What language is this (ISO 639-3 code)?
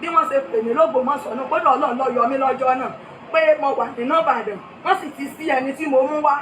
yor